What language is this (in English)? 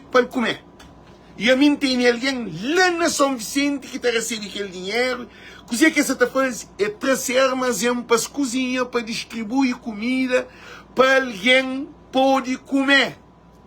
Kabuverdianu